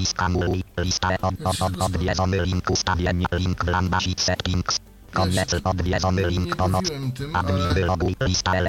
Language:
Polish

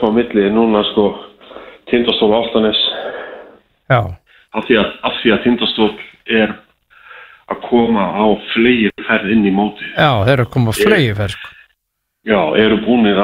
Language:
Icelandic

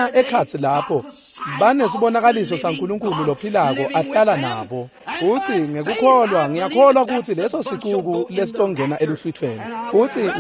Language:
Swati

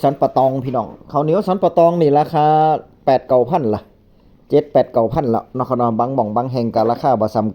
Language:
Northeastern Thai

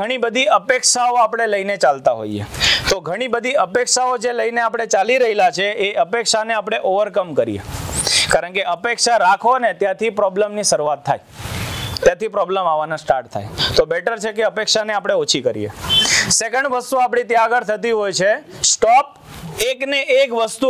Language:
Gujarati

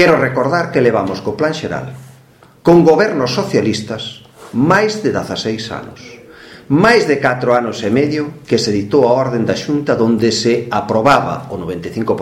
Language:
Galician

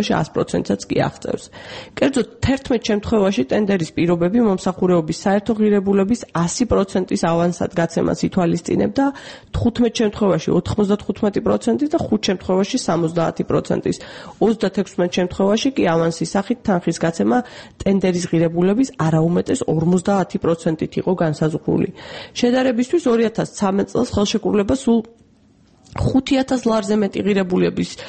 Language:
Georgian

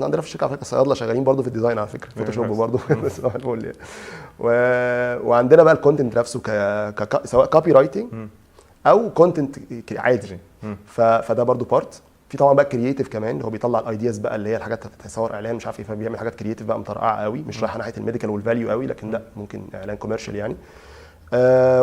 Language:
Egyptian Arabic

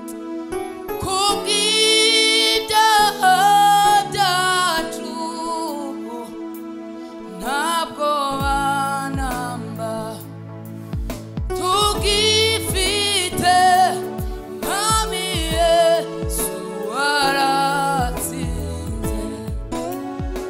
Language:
Kinyarwanda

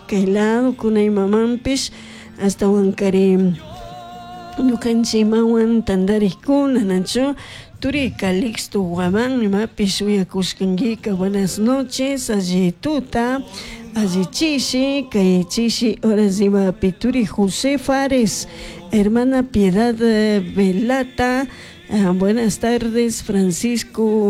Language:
Chimborazo Highland Quichua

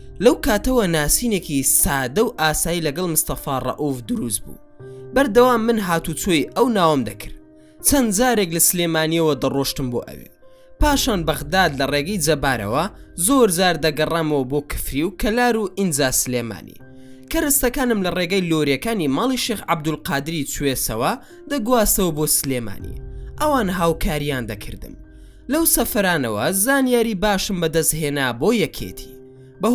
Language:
Central Kurdish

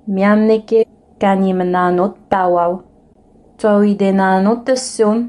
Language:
Innu-aimun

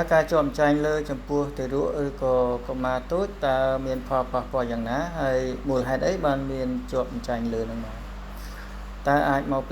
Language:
Khmer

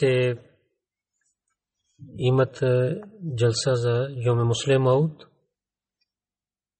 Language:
Bulgarian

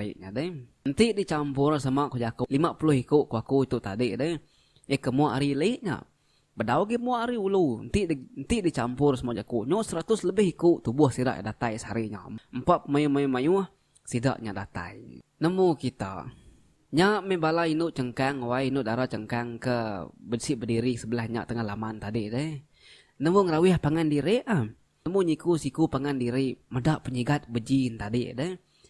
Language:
Iban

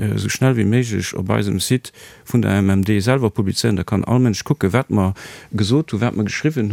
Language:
Luxembourgish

